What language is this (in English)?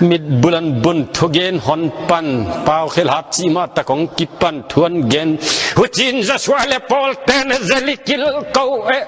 Tedim Chin